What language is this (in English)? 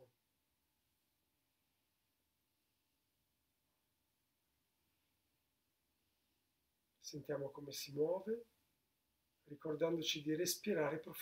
Italian